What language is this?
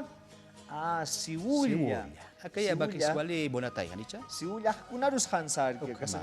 Aymara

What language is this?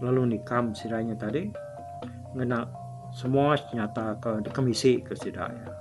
Iban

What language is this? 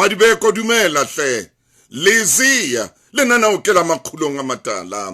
Southern Sotho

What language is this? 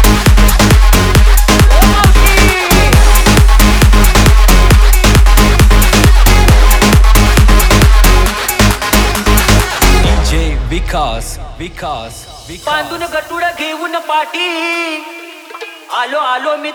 Marathi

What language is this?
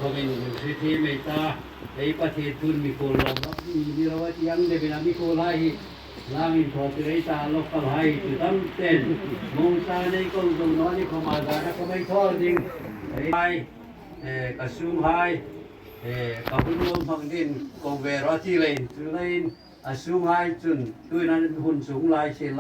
Hmar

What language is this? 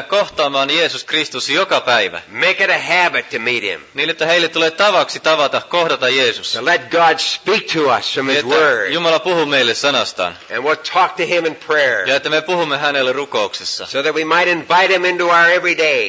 Finnish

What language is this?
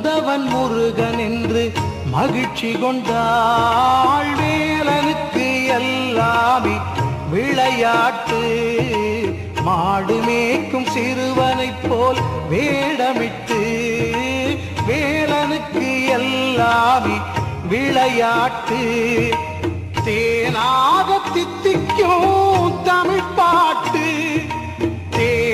Tamil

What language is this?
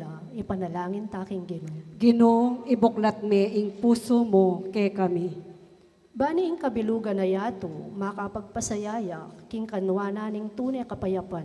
Pampanga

